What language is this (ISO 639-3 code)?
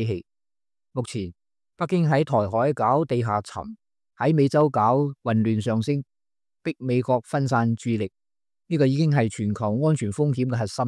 yue